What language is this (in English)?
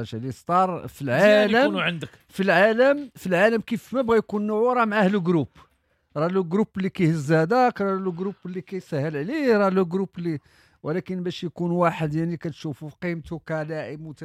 Moroccan Arabic